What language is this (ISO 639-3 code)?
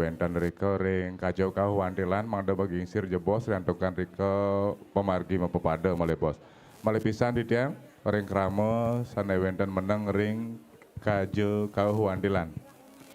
ban